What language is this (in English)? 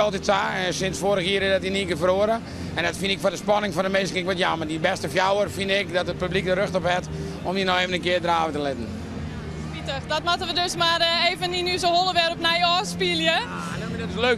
Western Frisian